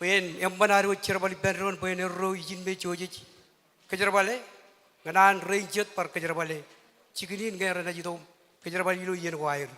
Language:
Marshallese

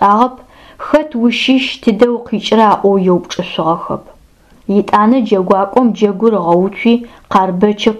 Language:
Adyghe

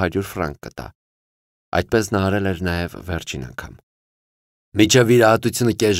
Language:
Armenian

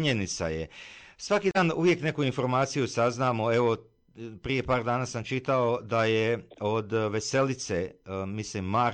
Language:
Croatian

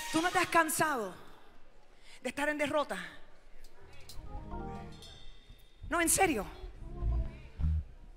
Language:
Spanish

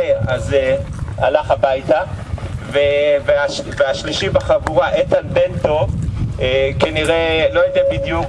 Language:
Hebrew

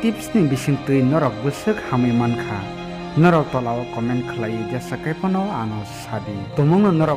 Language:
Kok Borok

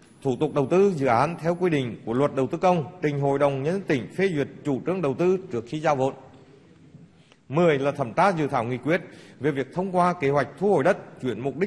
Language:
Vietnamese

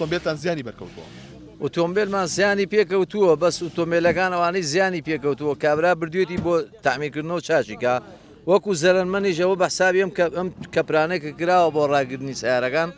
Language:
Central Kurdish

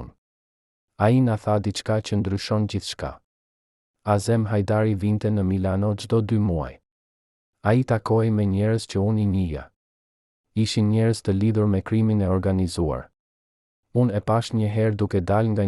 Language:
Albanian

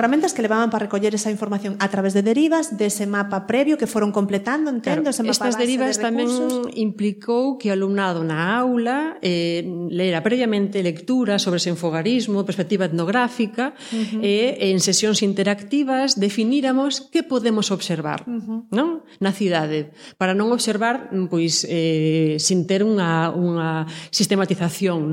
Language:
Galician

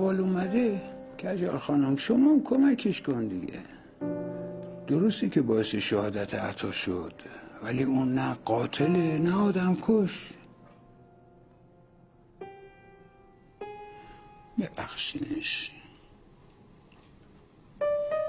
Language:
Persian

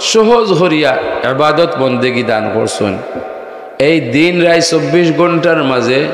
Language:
Sylheti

